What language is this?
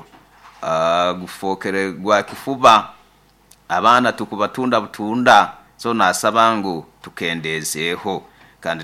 Nyoro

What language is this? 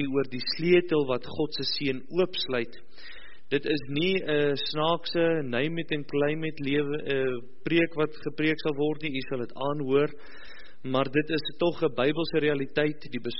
Afrikaans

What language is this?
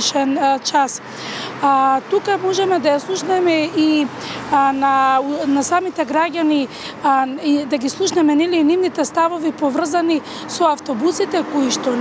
Macedonian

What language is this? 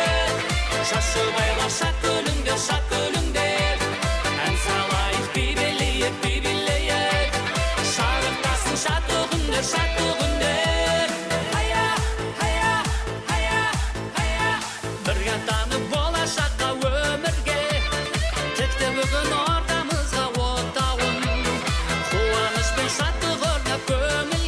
Kara-Kalpak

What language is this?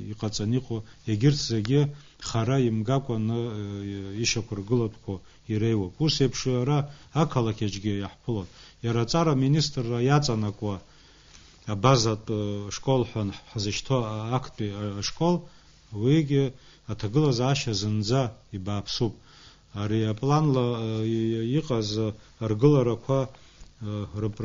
Abkhazian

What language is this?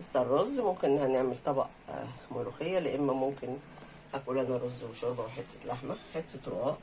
Egyptian Arabic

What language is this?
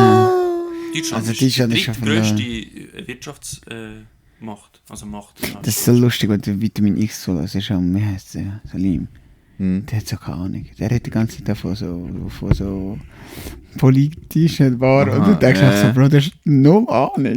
Swiss German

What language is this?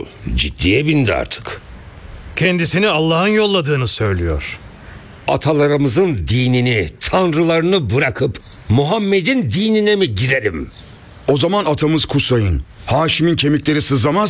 Turkish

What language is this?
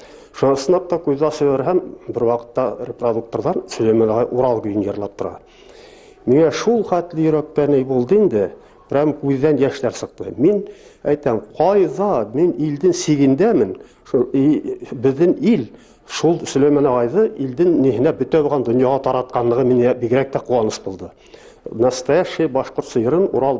Bashkir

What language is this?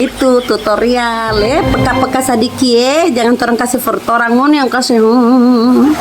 Manado Malay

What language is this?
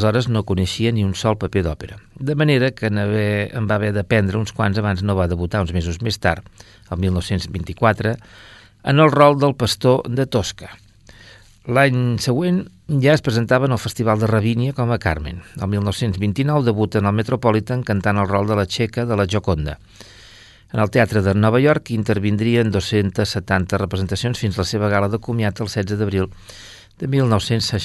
Catalan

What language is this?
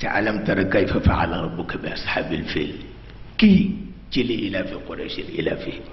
Wolof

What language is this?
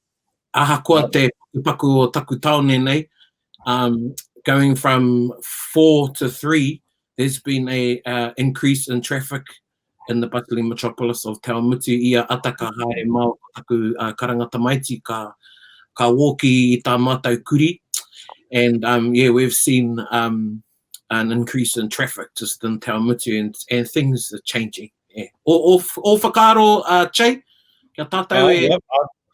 Māori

